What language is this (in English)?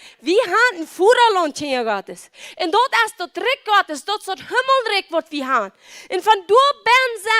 Plautdietsch